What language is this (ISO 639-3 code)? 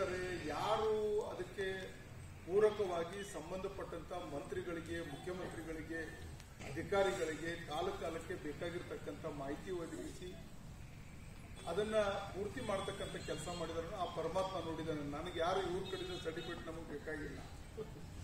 kan